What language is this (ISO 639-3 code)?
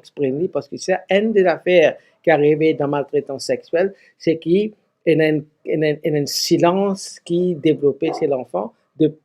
mfe